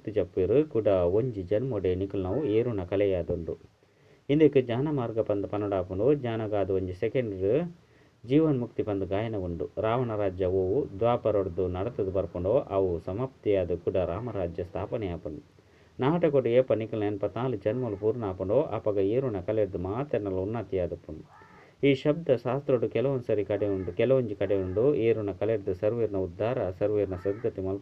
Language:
Tulu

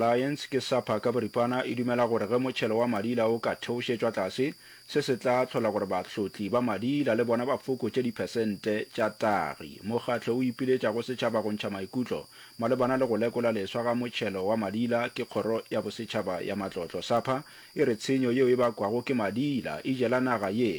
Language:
Northern Sotho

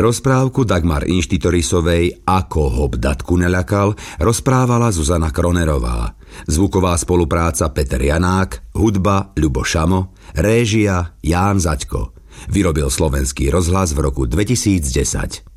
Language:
Slovak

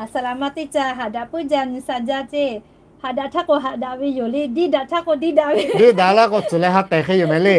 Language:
Lahu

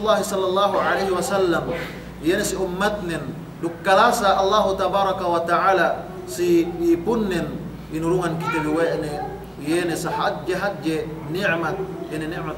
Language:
Yakan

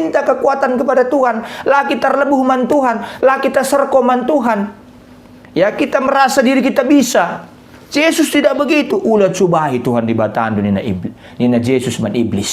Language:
Batak Karo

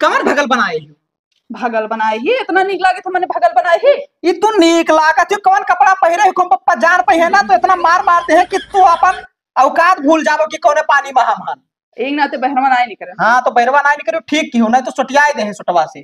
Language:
Awadhi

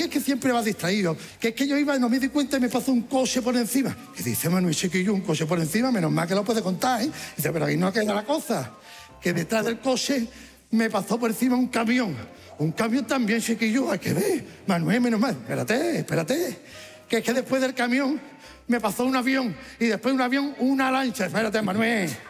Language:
Spanish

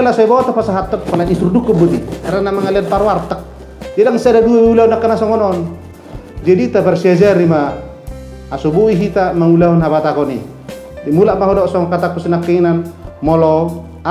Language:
Batak Toba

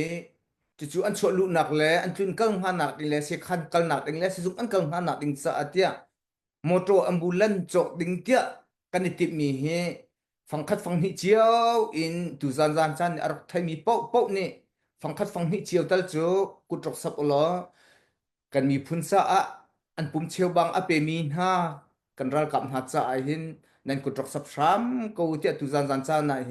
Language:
Hakha Chin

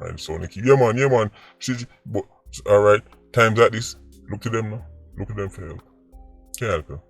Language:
Jamaican Creole English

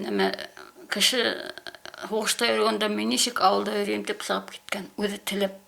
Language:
Bashkir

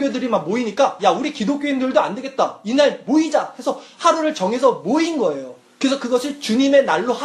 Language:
Korean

